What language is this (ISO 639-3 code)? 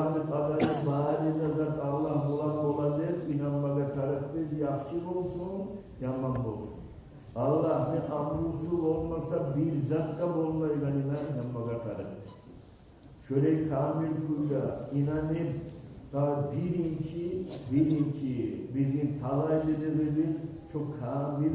kum